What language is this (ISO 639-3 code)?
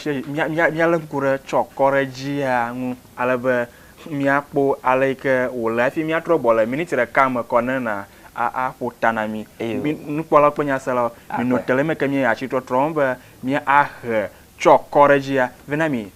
ewe